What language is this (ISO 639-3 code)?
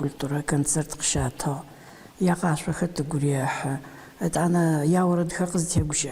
ady